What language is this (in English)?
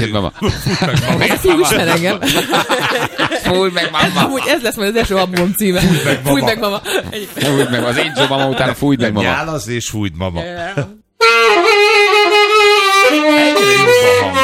Hungarian